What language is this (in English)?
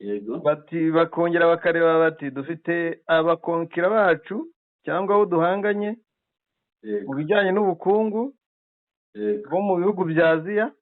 Kinyarwanda